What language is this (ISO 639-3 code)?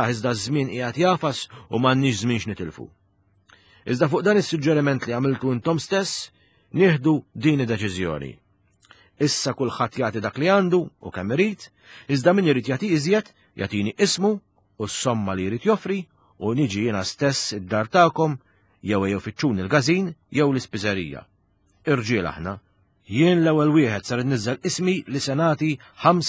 mlt